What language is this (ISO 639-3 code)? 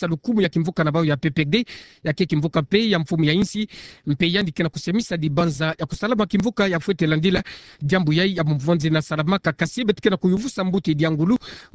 ktu